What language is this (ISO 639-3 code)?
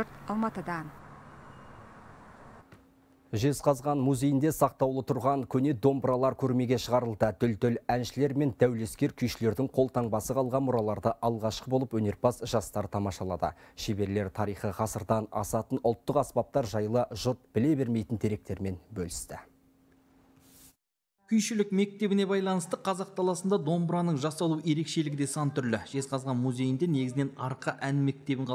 kaz